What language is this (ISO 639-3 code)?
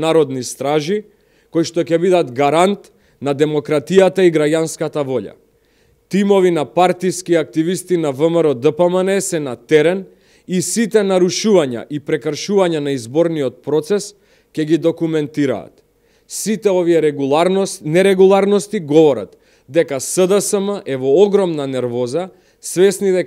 mkd